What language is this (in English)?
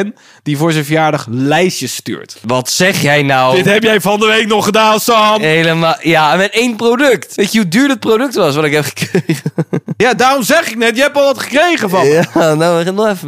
Dutch